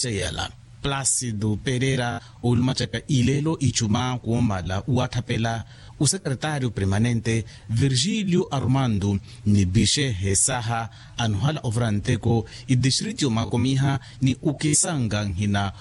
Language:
Makhuwa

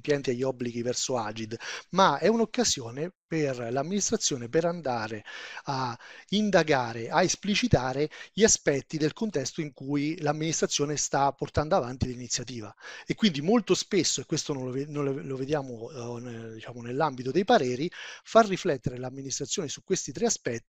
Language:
Italian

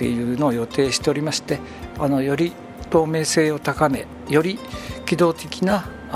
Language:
Japanese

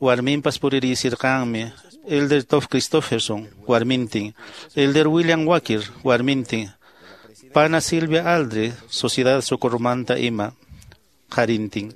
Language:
Quechua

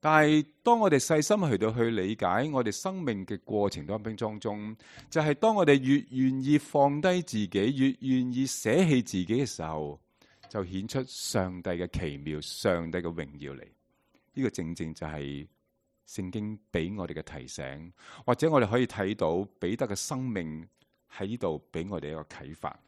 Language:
Cantonese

